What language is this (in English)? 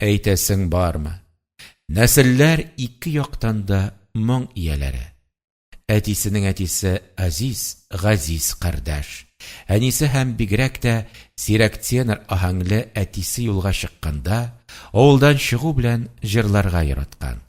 Tatar